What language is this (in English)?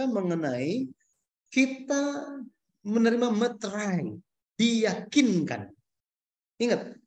Indonesian